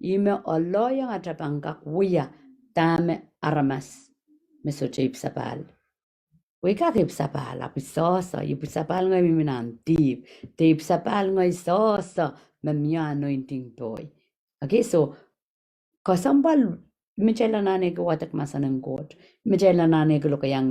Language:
Pohnpeian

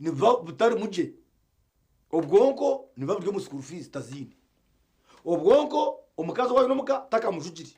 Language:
Nyankole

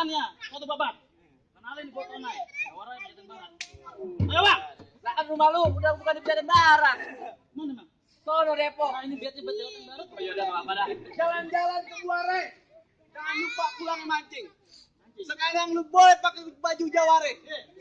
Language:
Betawi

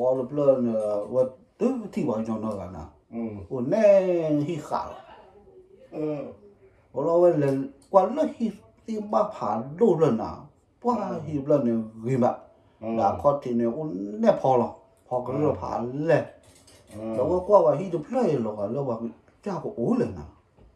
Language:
S'gaw Karen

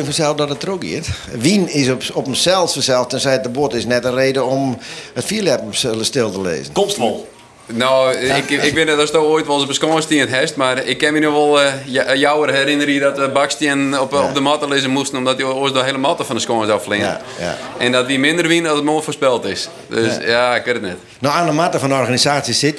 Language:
Western Frisian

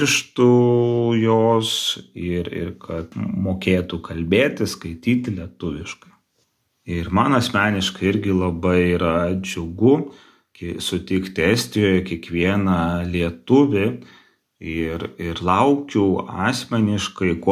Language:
Lithuanian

